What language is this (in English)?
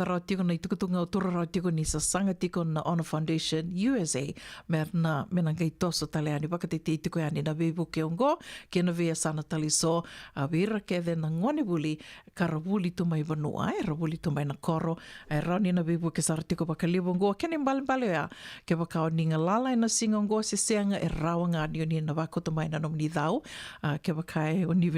Fijian